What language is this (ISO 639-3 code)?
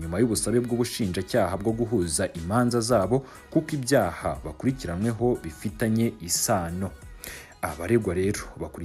kin